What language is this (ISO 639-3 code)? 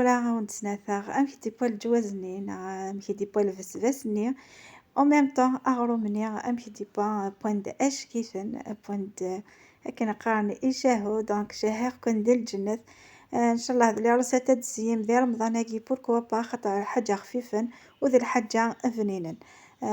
kab